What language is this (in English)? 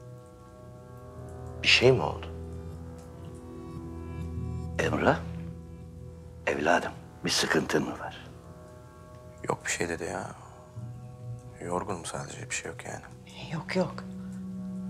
Turkish